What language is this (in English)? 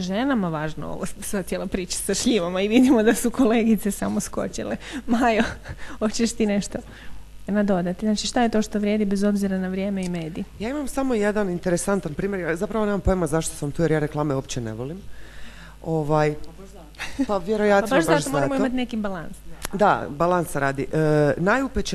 Croatian